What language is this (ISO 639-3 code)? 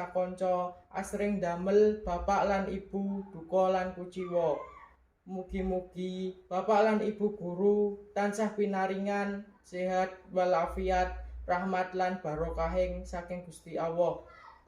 jav